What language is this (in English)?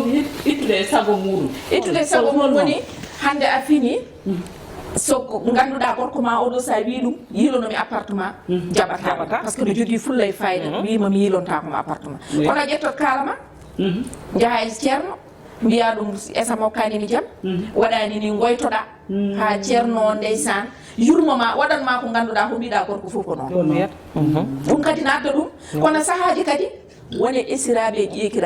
Fula